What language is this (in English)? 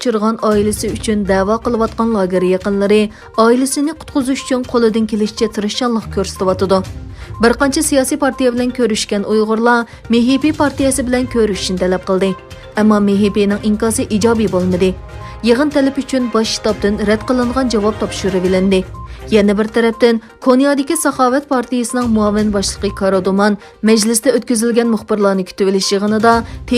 Uyghur